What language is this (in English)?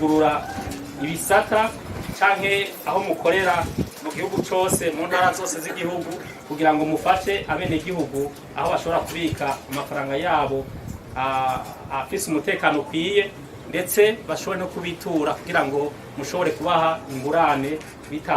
Rundi